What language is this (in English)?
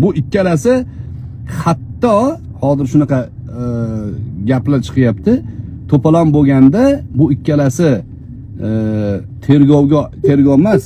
Uzbek